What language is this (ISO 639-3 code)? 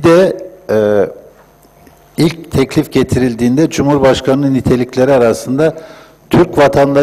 tur